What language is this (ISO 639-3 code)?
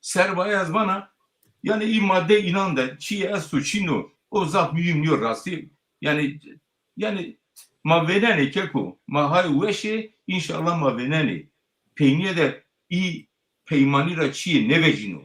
zza